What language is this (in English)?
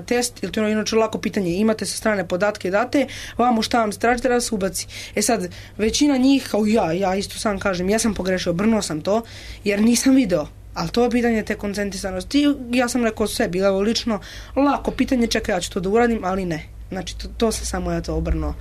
Serbian